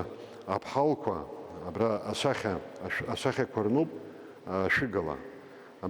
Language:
Abkhazian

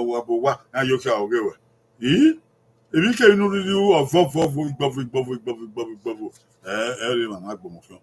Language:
Bini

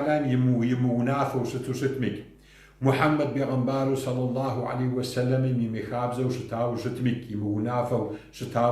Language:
Kabardian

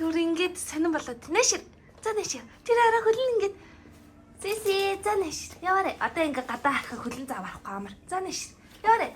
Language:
Mongolian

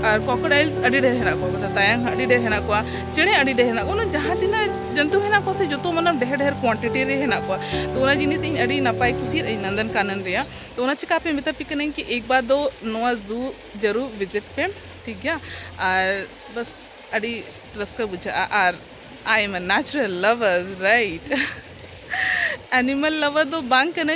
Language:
Santali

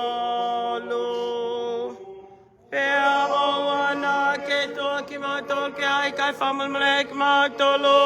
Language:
Tongan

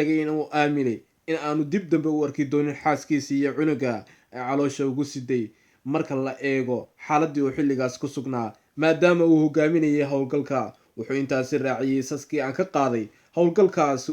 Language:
Somali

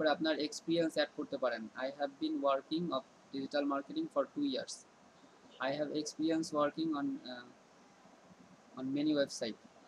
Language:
Bangla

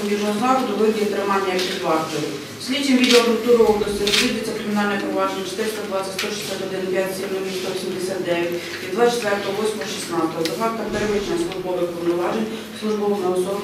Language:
Ukrainian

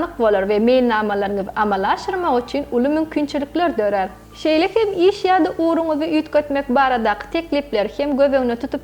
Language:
Turkmen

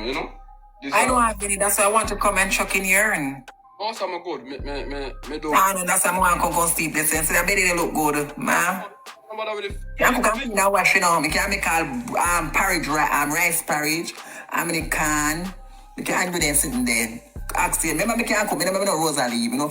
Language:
Jamaican Creole English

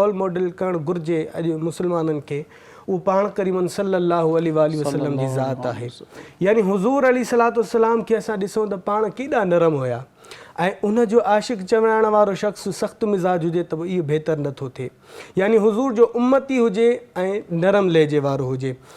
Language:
Sindhi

